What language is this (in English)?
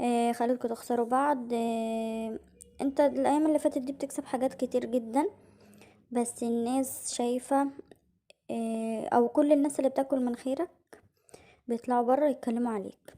Egyptian Arabic